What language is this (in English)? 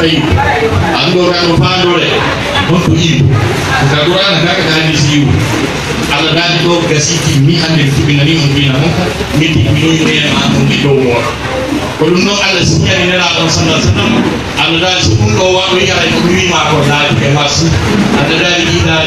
Pular